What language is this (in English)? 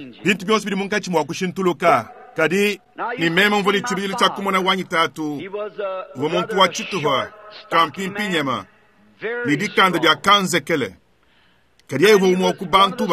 Luba-Lulua